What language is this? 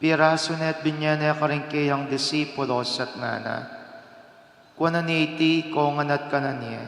Pampanga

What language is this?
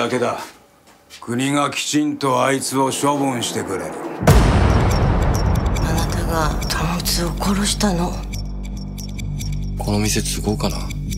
Japanese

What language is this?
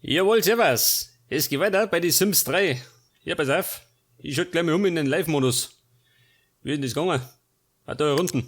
Bavarian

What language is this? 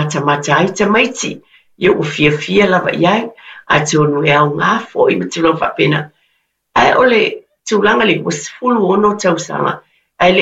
Samoan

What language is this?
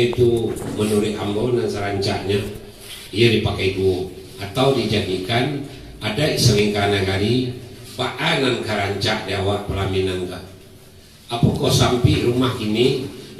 Minangkabau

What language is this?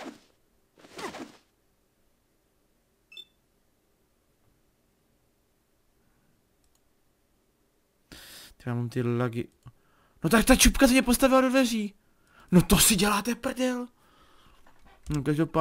Czech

